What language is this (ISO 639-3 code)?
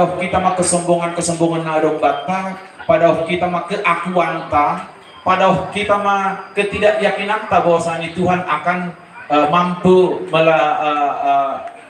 bts